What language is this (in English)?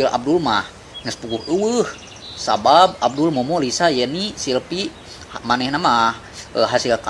Sundanese